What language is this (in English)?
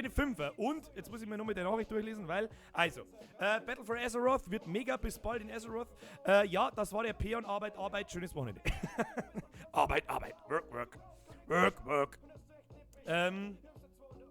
Bavarian